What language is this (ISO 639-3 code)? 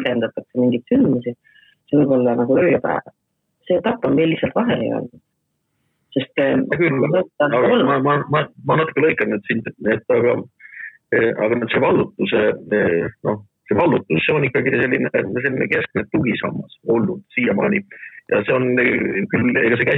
est